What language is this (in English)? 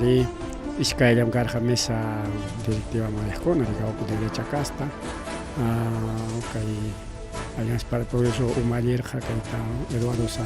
Ayacucho Quechua